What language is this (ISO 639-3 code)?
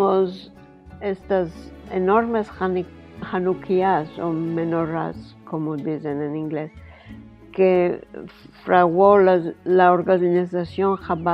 lad